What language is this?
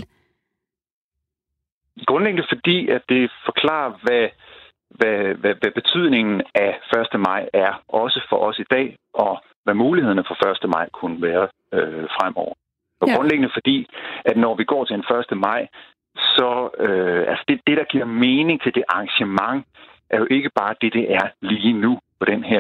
Danish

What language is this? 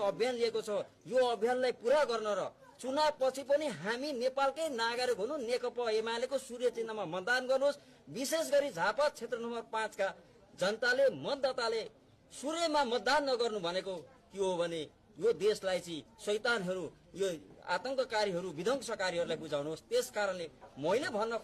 Nepali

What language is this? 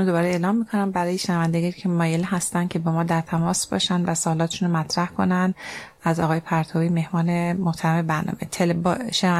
Persian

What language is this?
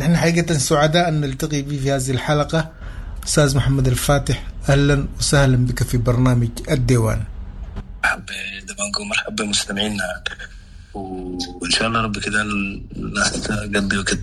Sudanese Arabic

